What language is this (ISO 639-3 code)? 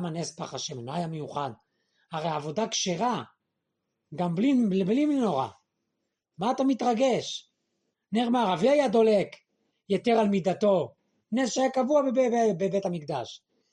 heb